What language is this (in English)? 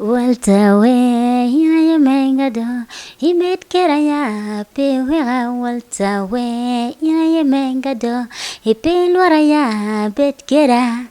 Acoli